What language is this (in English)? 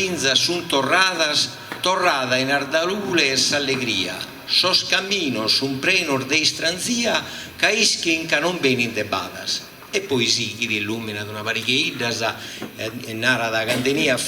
Sardinian